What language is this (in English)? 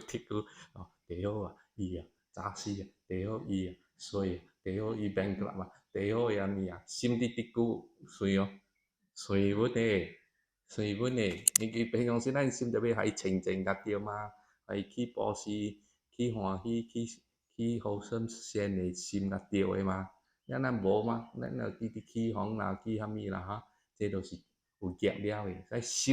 Min Nan Chinese